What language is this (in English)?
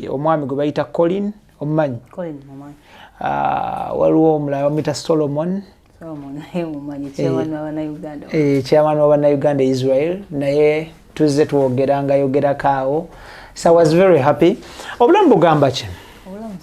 Ganda